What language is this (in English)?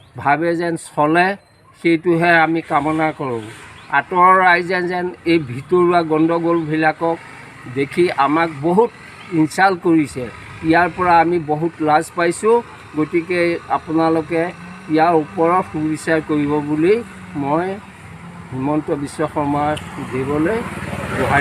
Assamese